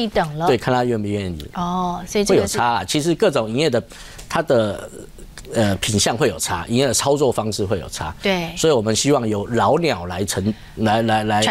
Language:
Chinese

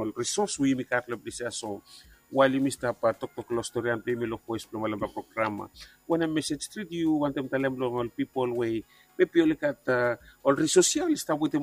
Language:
Bislama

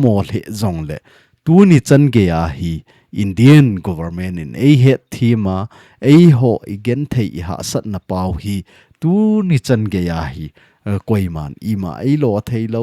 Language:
Thado Chin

